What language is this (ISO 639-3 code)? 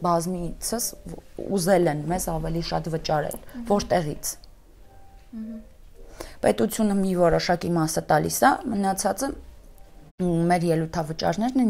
hye